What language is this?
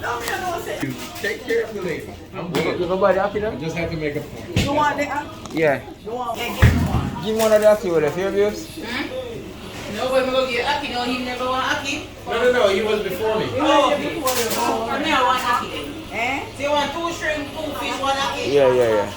Jamaican Creole English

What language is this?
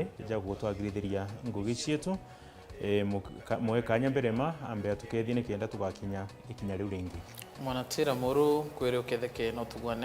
Meru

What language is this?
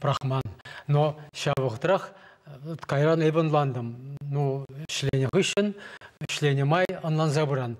Chuvash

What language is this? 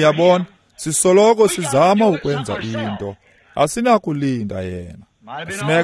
Xhosa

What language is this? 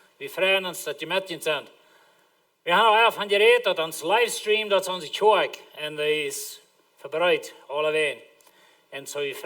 Plautdietsch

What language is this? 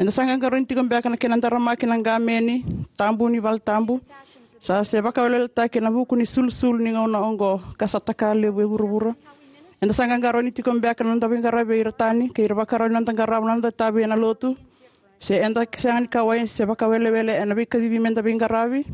Fijian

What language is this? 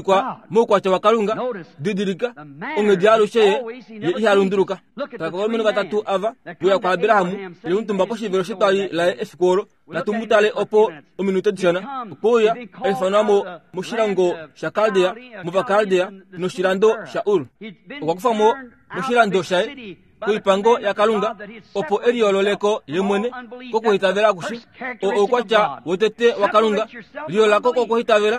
Kuanyama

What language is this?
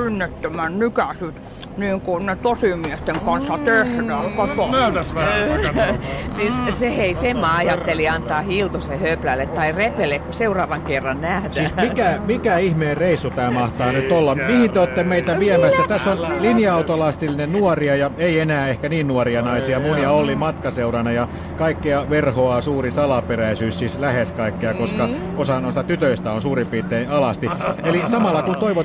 Finnish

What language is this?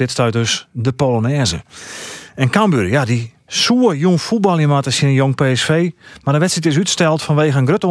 Western Frisian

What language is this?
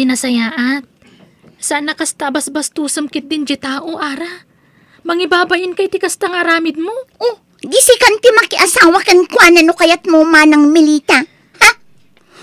Iloko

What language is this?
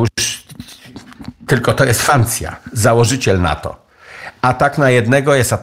Polish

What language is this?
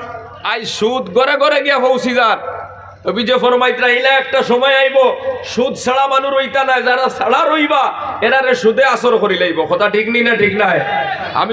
Sylheti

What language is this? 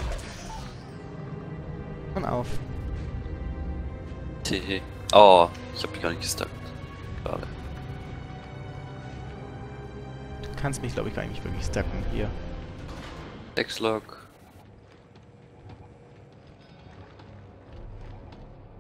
German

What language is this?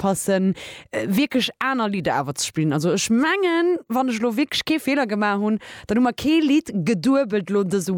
Luxembourgish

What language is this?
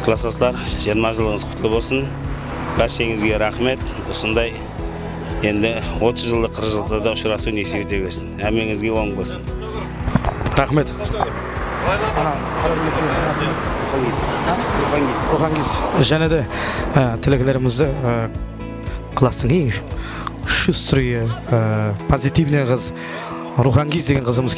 Kazakh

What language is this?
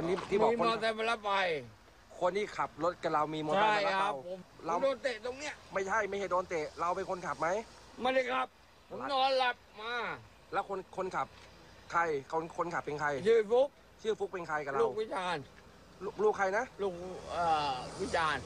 Thai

